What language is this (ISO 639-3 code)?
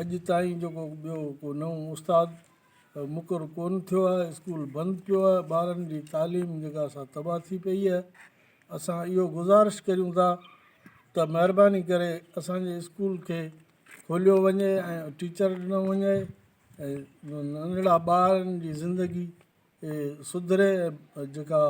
snd